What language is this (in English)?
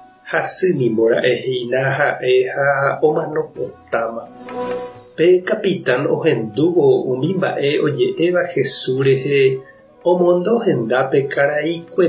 Guarani